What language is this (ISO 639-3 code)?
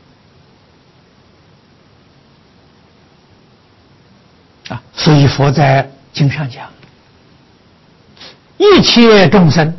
zho